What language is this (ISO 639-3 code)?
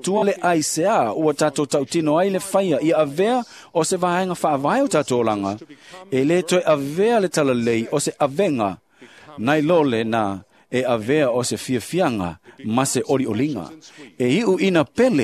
smo